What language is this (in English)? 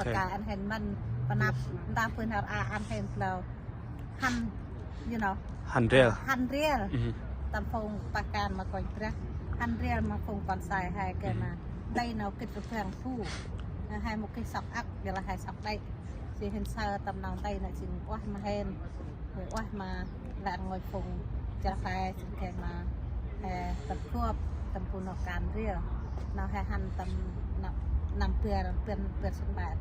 Central Mnong